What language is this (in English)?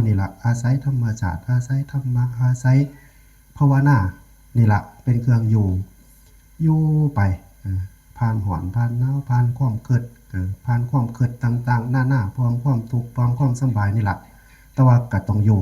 Northeastern Thai